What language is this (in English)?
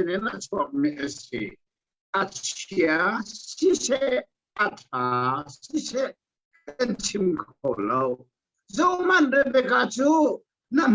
Hakha Chin